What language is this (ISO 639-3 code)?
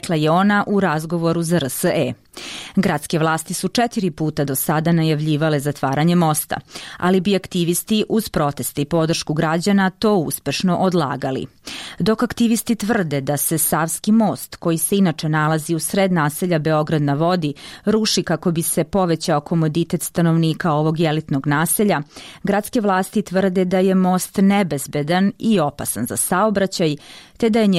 srp